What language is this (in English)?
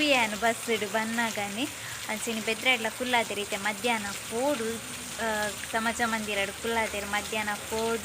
Tulu